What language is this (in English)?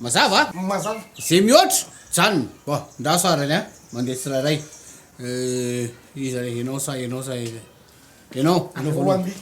Malagasy